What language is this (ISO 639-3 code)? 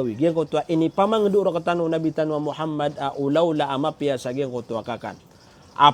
mrw